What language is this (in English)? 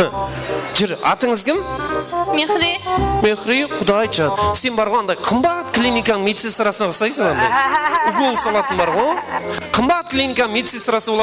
Kara-Kalpak